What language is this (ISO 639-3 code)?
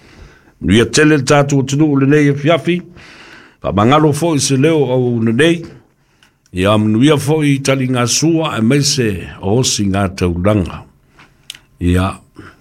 smo